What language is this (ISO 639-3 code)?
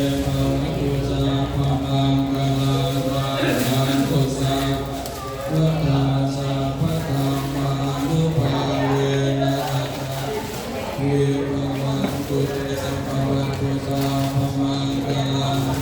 pli